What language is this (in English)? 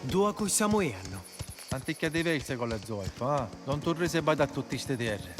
Sicilian